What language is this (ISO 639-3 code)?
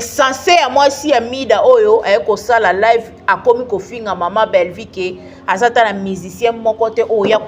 lin